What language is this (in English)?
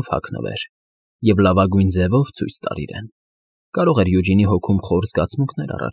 Armenian